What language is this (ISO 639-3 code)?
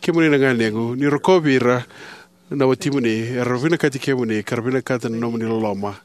fij